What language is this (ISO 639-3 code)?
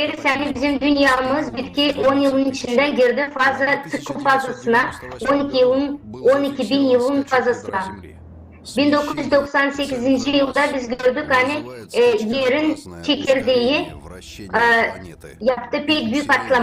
gag